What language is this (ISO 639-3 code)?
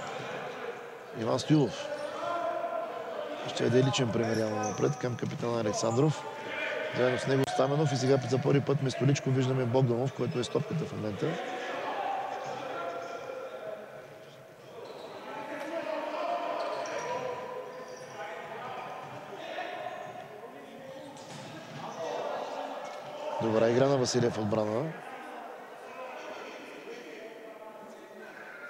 bul